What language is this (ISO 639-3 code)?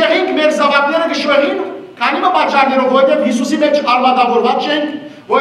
hyw